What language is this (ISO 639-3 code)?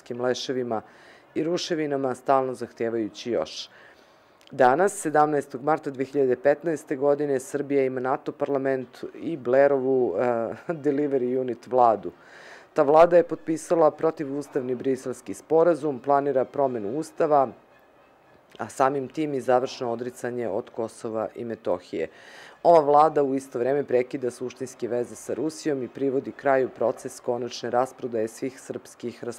srp